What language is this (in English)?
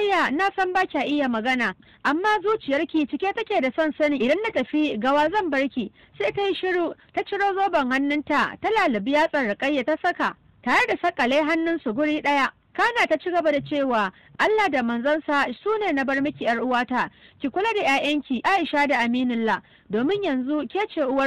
Hausa